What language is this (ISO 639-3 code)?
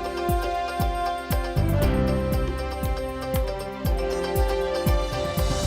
udm